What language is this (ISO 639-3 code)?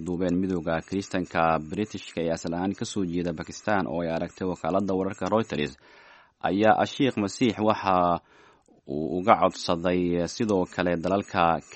som